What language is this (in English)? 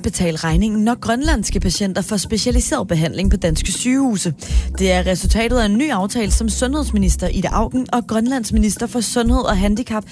Danish